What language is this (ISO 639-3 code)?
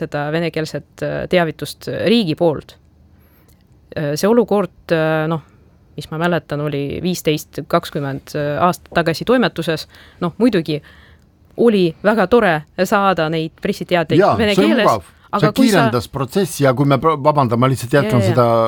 est